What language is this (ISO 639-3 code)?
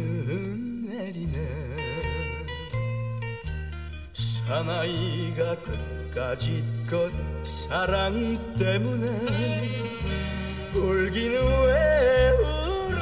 kor